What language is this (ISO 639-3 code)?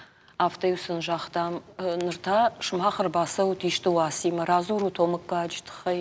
oss